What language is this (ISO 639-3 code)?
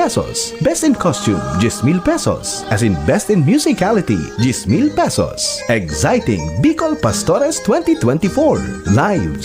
bik